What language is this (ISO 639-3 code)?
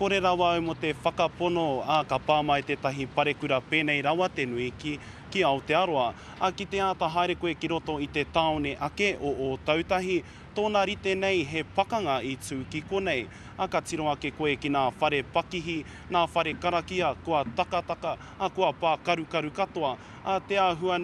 mri